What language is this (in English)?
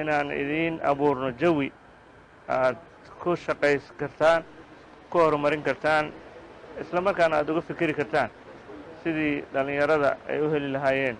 Somali